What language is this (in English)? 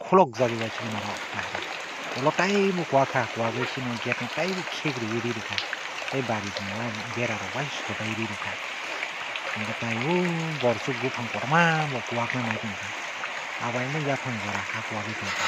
Kok Borok